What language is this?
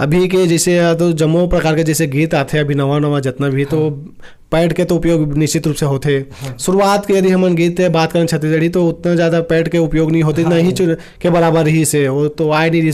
Chhattisgarhi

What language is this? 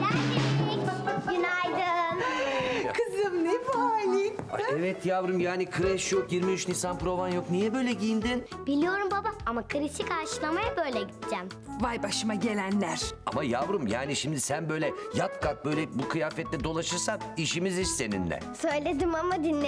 Turkish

